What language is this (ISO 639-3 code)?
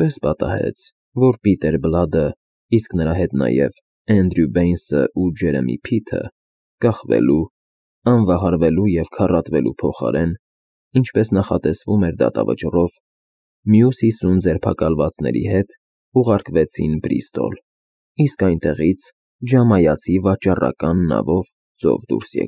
hye